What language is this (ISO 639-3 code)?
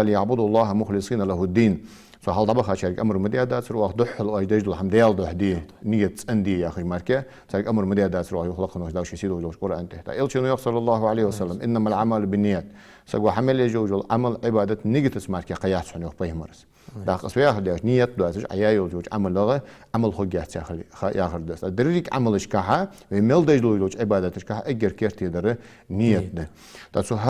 inh